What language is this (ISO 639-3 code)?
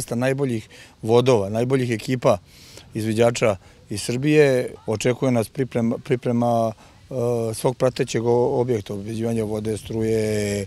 srp